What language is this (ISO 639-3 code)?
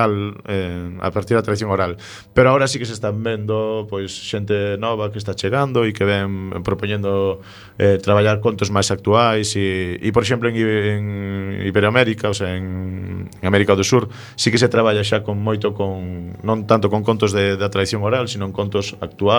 glg